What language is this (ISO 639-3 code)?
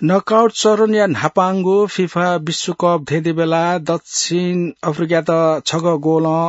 new